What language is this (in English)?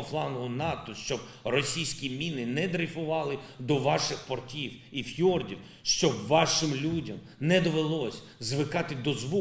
Ukrainian